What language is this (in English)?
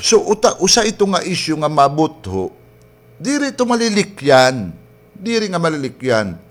Waray